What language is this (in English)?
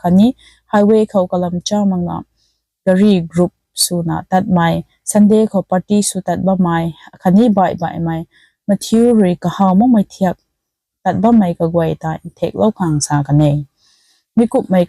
Rongmei Naga